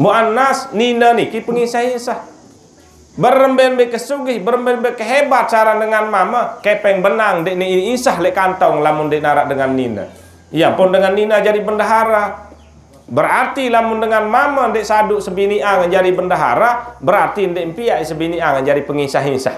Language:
Sasak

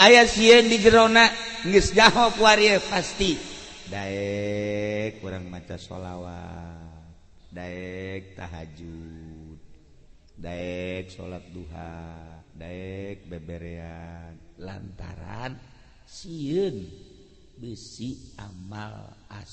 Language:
Sundanese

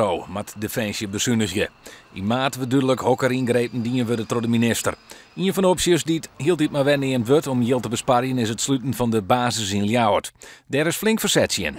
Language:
Western Frisian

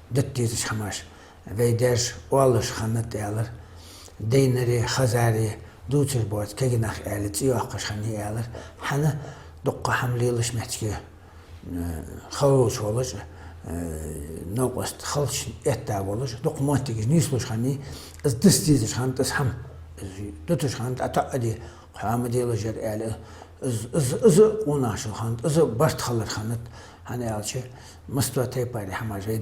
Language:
Ingush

